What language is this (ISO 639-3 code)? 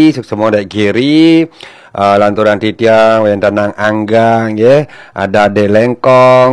ban